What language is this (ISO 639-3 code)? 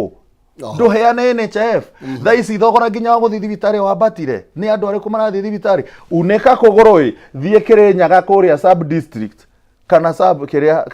kik